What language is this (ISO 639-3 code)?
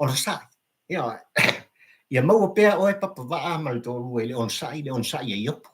smo